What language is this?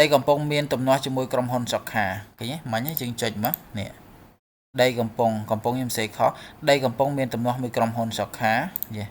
Khmer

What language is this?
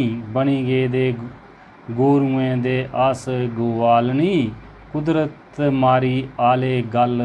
Dogri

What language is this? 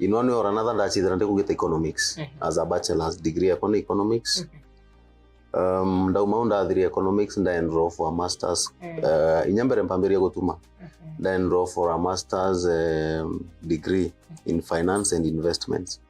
Meru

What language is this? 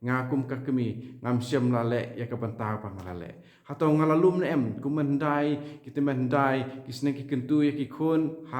Khasi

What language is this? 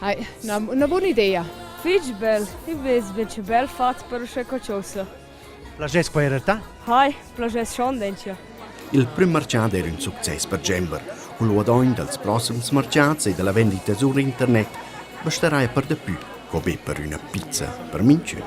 Romansh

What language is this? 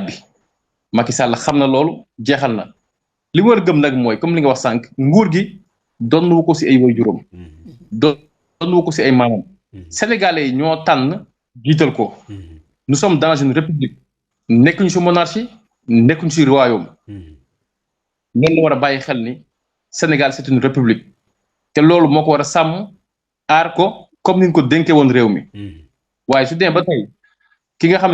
Wolof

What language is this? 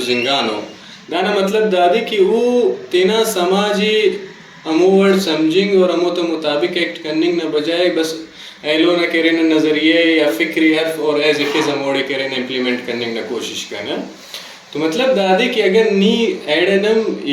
Brahui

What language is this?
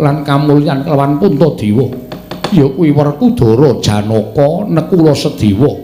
Javanese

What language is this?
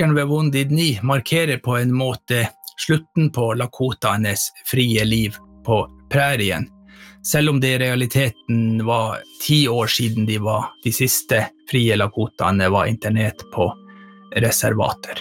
Norwegian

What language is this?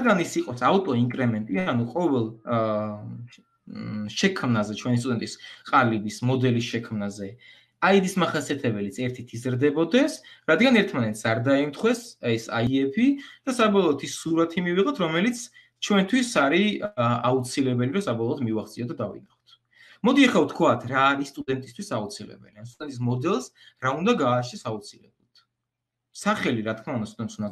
Georgian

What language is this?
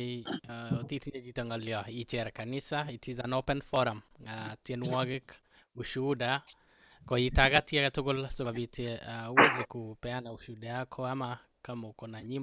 Kalenjin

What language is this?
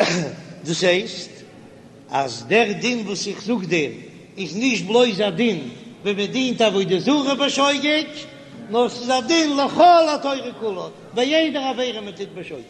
Yiddish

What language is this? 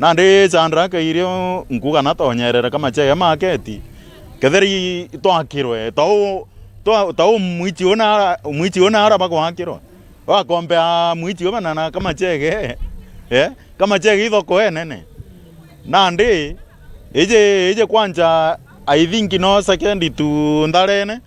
Meru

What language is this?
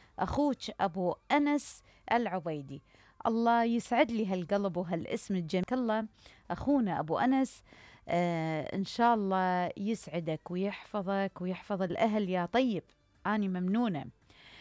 Mesopotamian Arabic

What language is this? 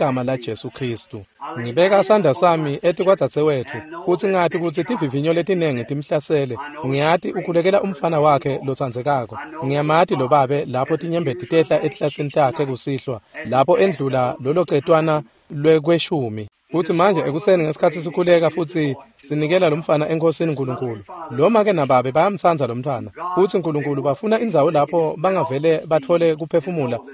Swati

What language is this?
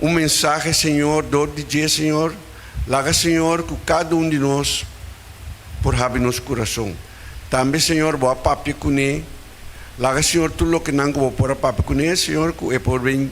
Papiamento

